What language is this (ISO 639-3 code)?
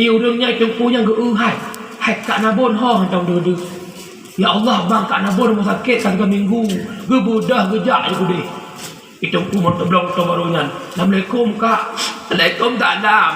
ace